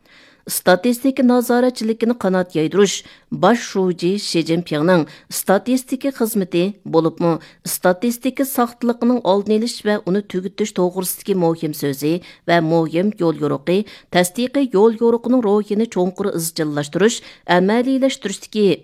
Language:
Uyghur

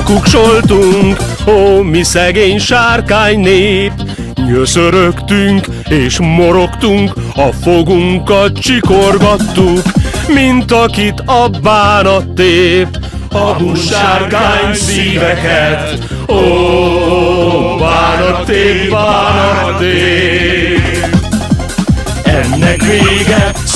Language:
Hungarian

